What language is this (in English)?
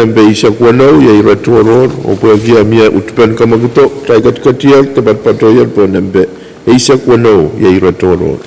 Pohnpeian